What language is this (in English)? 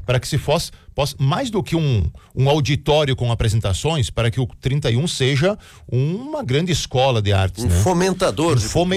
Portuguese